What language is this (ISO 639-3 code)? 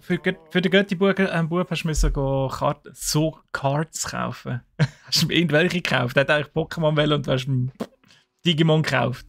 gsw